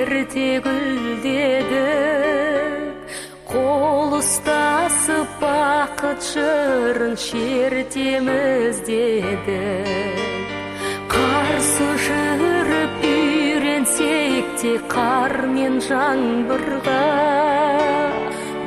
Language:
Kazakh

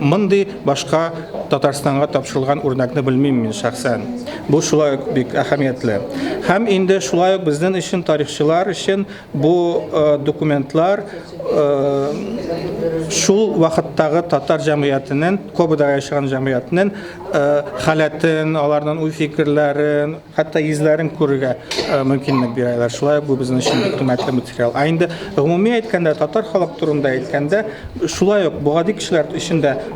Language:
Tatar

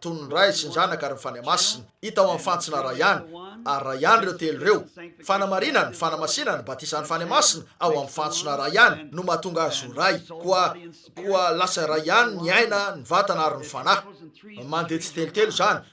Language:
Malagasy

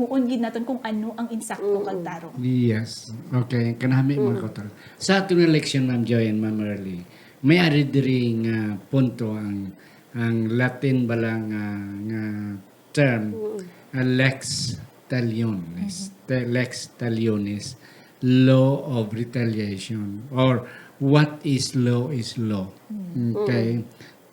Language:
Hiligaynon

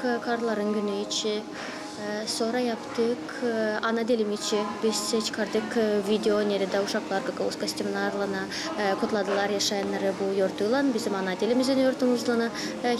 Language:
Gagauz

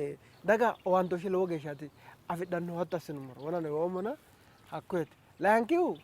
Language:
Sidamo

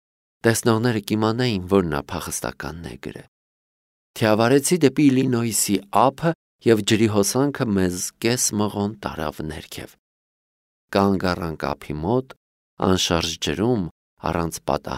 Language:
Armenian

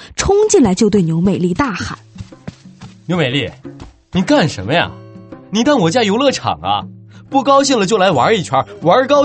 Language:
Chinese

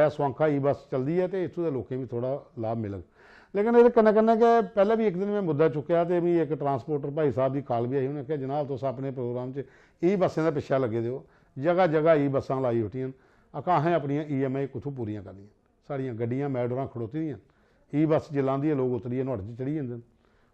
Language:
Dogri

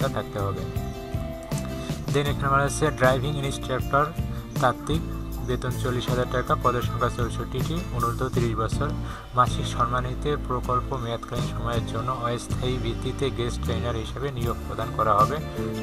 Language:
Bangla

